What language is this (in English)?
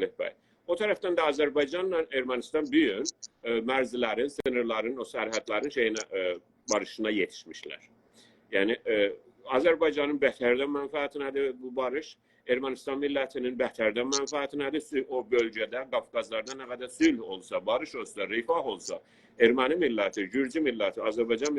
South Azerbaijani